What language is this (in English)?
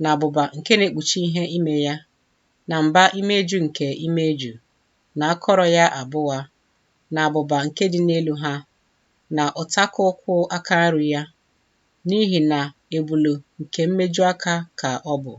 Igbo